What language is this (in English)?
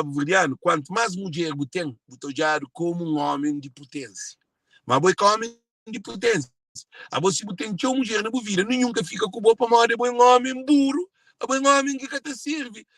Kabuverdianu